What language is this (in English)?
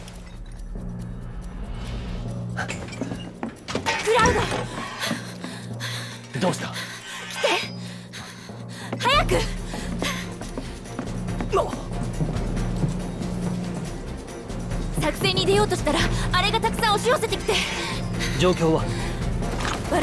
Japanese